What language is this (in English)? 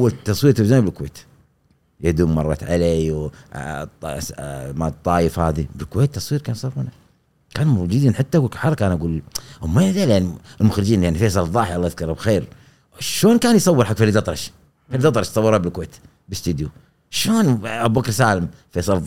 Gulf Arabic